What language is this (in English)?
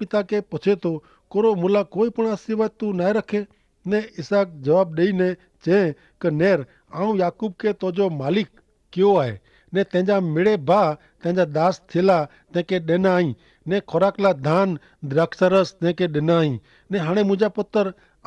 Kachhi